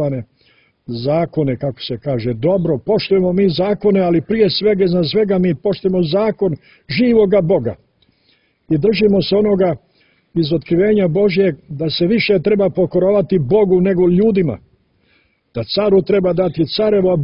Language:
Croatian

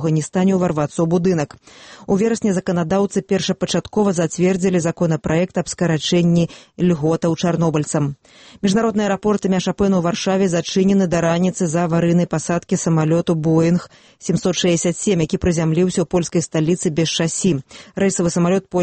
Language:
Belarusian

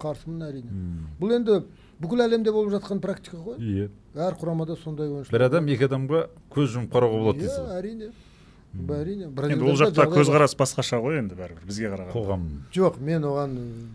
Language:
Kazakh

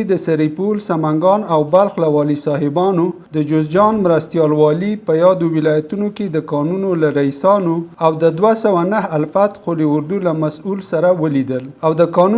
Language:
Pashto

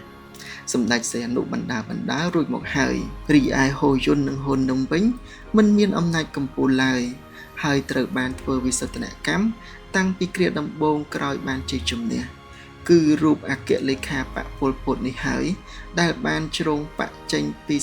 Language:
Khmer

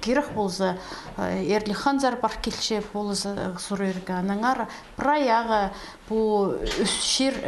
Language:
Khakas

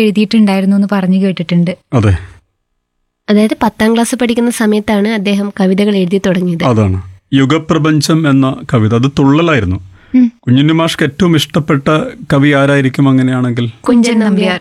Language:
Malayalam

